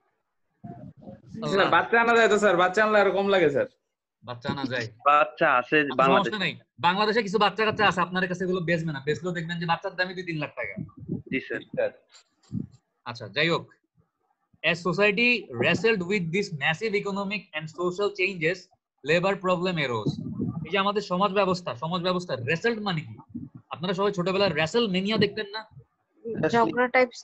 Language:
Bangla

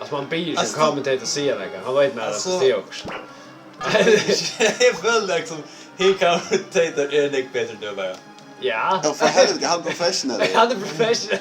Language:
Faroese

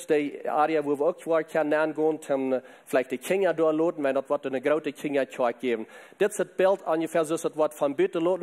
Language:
Plautdietsch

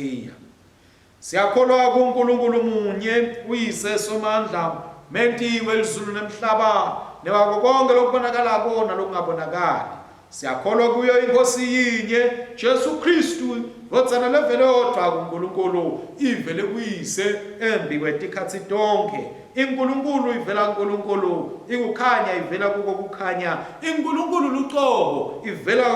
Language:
Swati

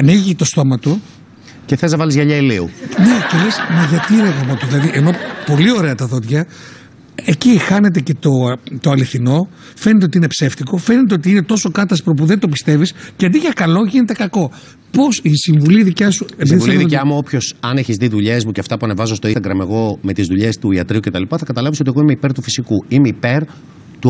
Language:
Greek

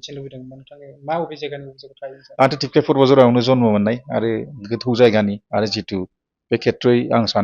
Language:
Bodo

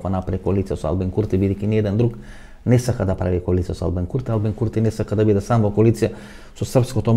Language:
Macedonian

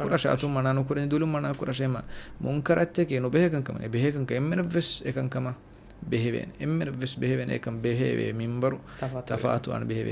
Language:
Divehi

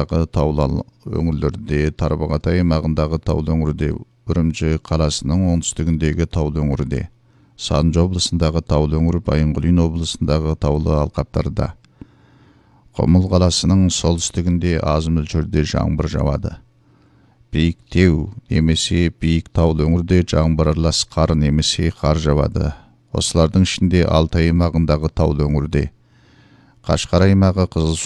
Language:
Kazakh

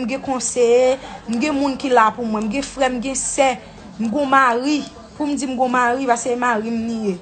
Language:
Haitian Creole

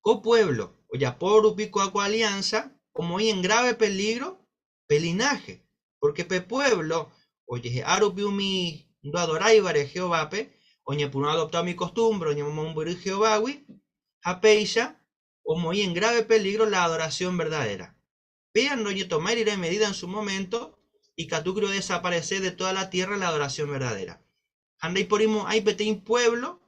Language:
Guarani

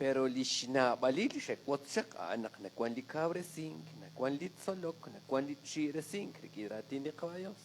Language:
Kekchí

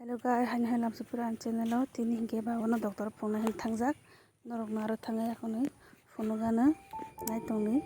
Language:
Kok Borok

